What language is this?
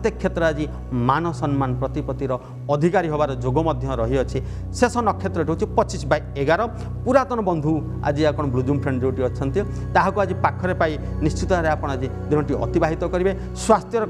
Odia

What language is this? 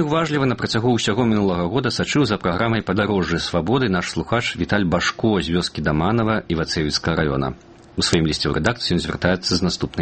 Belarusian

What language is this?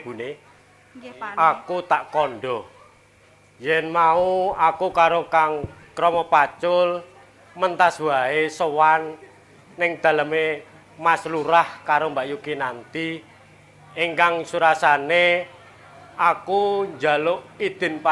Javanese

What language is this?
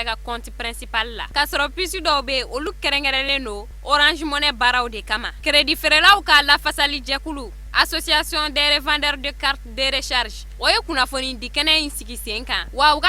Bambara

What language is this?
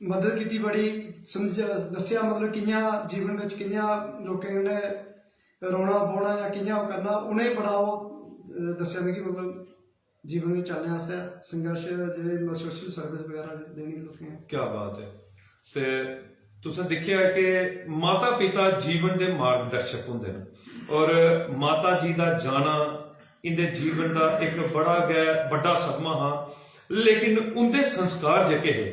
Dogri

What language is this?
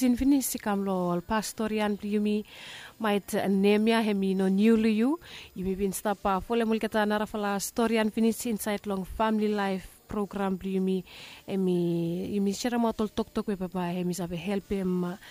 Bislama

